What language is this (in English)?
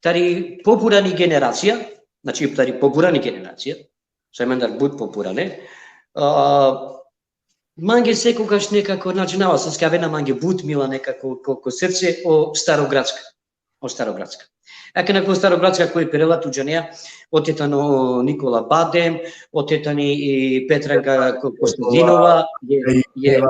Balkan Romani